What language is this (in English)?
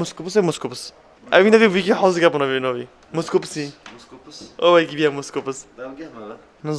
Kurdish